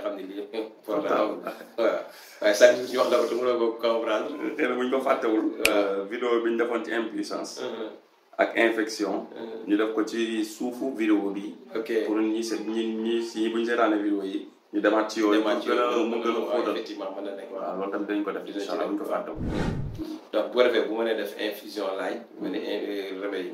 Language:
Wolof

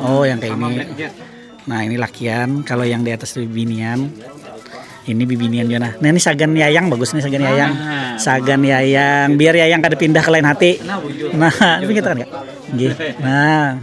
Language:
Banjar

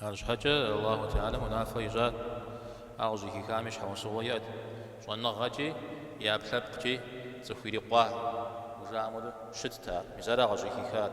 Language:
Kabardian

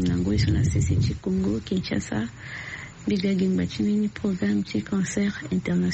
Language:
Sango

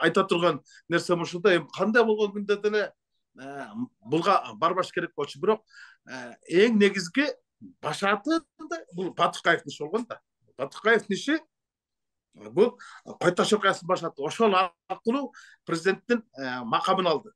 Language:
Kyrgyz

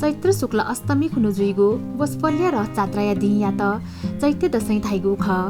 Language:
Newari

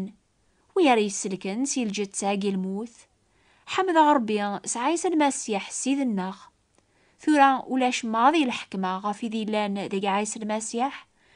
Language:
Kabyle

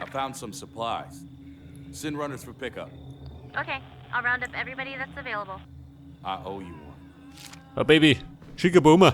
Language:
Bavarian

